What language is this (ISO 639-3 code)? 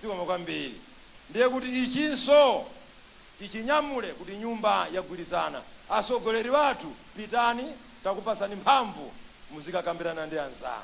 nya